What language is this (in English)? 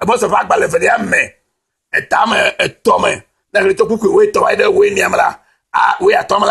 Ewe